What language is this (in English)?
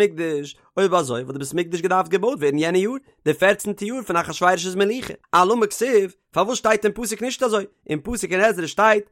Yiddish